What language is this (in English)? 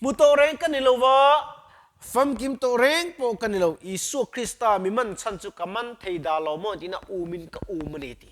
Mizo